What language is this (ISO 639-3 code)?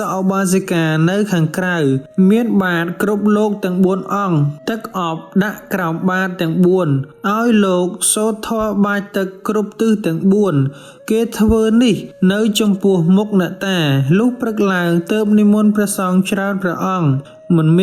khm